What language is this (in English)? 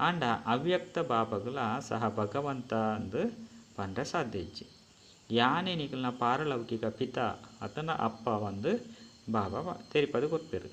Tulu